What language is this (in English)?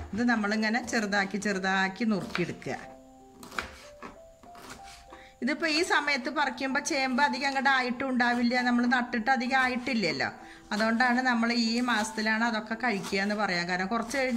Malayalam